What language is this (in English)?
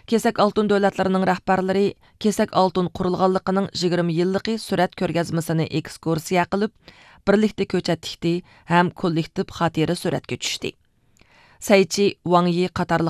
Uyghur